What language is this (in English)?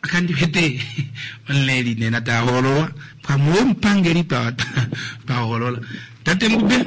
Kuanyama